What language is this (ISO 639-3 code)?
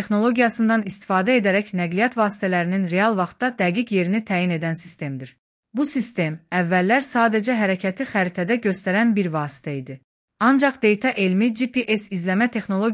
aze